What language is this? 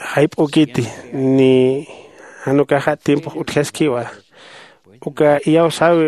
Aymara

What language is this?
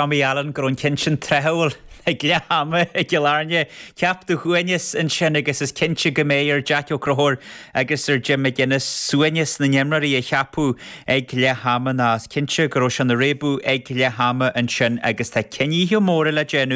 Irish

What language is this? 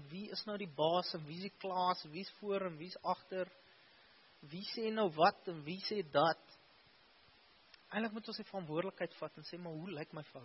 Afrikaans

